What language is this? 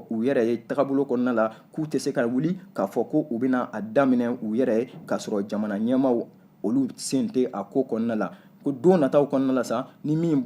Bambara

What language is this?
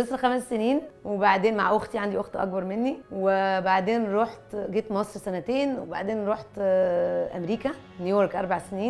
Egyptian Arabic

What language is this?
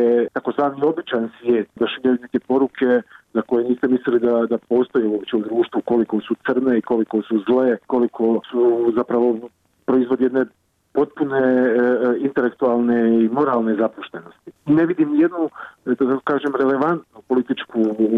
Croatian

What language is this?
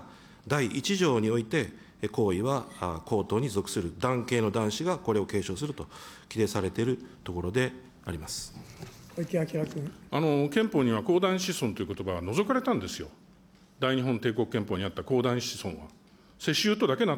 Japanese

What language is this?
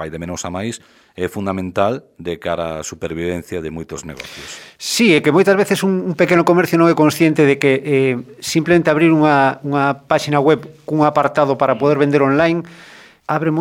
Galician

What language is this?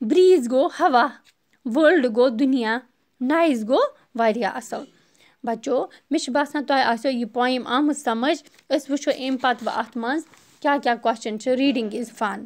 Kashmiri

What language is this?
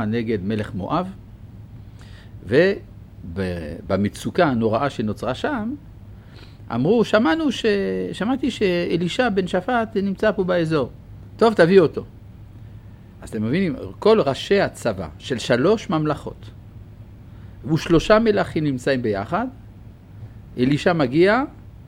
Hebrew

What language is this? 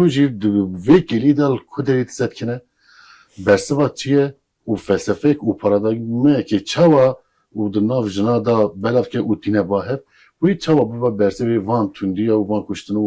Kurdish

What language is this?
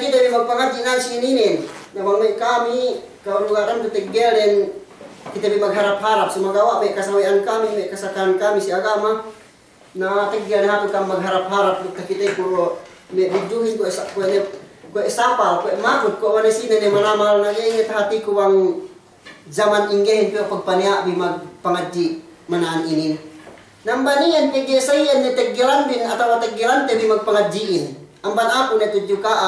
Yakan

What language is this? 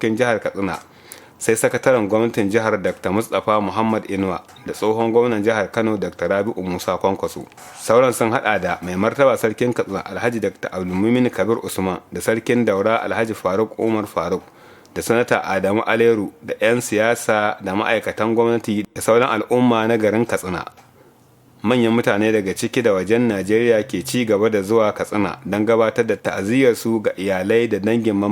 Hausa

